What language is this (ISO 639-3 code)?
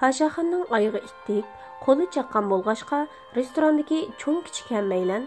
uig